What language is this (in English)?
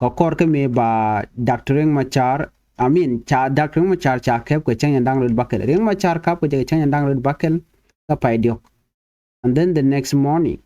Nuer